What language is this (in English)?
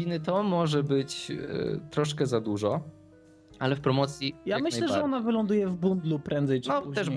Polish